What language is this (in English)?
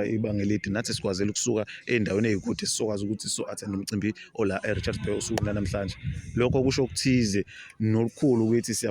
Zulu